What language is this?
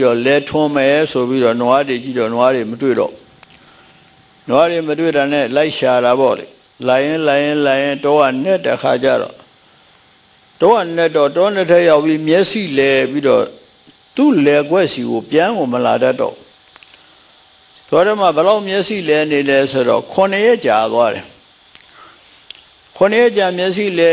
Burmese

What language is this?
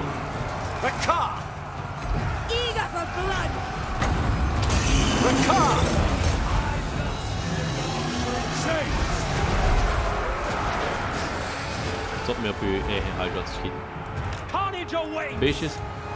Dutch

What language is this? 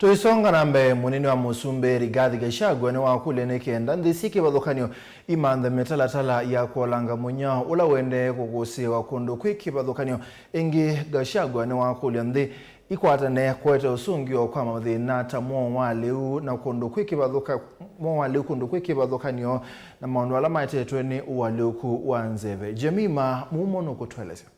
Kamba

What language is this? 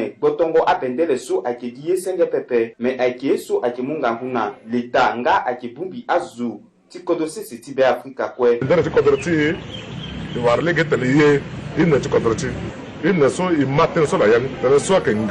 Sango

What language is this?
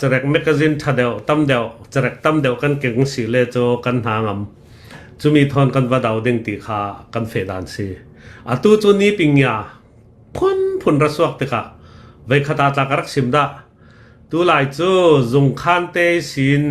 Hakha Chin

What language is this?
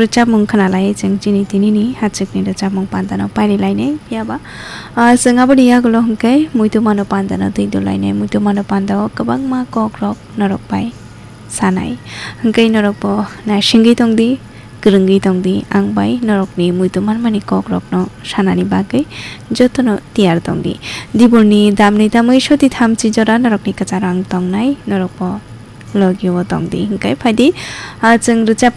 Kok Borok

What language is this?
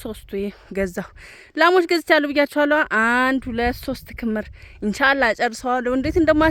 Amharic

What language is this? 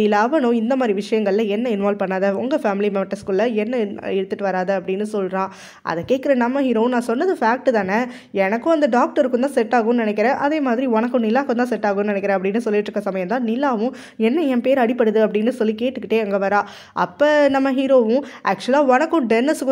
Tamil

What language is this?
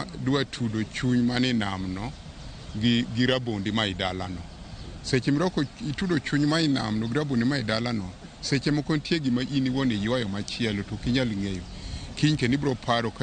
Luo (Kenya and Tanzania)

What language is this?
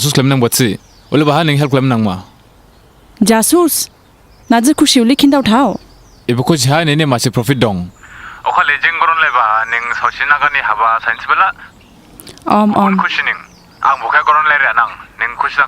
Dimasa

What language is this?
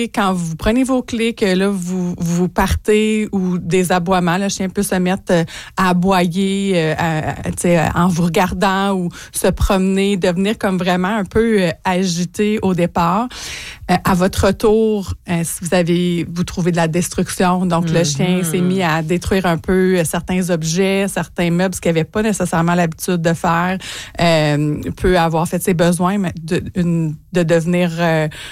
French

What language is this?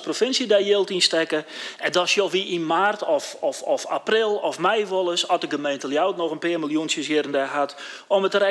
Western Frisian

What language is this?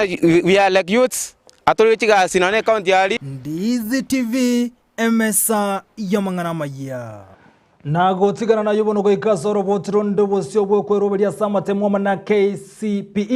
Gusii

